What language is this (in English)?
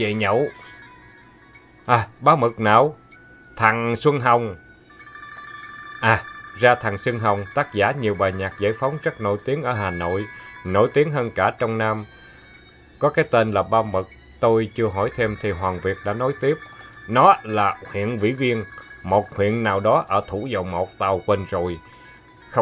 Vietnamese